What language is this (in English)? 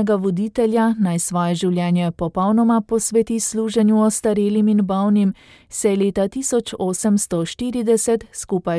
Slovenian